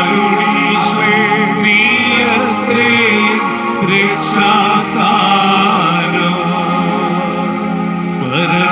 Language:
Malayalam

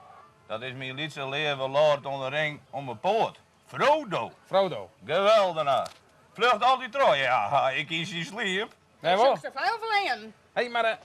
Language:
Western Frisian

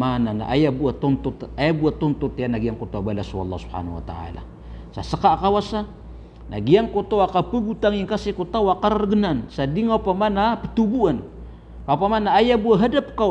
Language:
Maranao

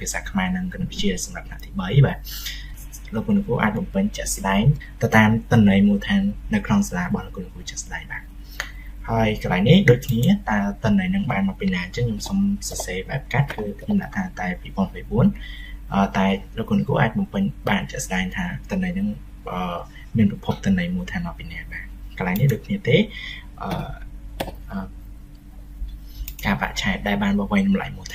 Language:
Khmer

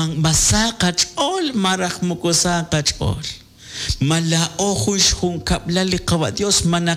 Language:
Kekchí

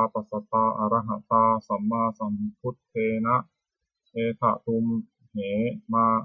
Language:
Pali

